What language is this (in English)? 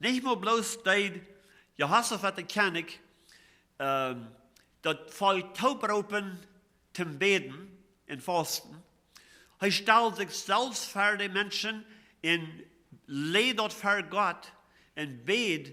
Plautdietsch